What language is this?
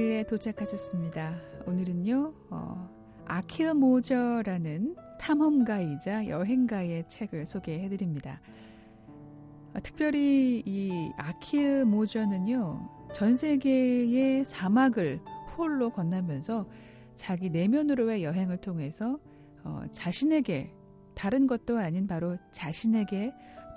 Korean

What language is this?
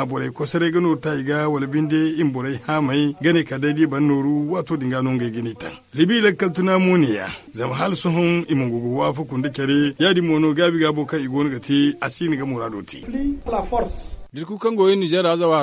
Zarma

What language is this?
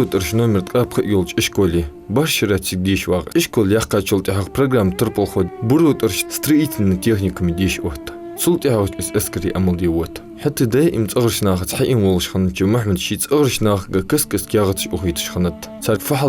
Ingush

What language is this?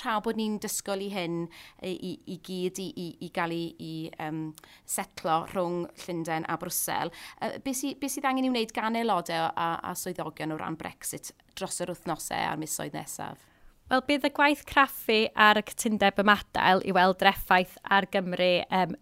Welsh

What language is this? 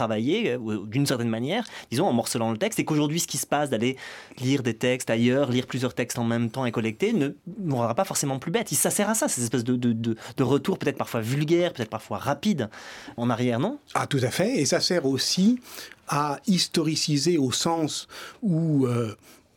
French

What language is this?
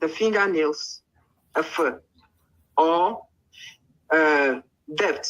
Ewe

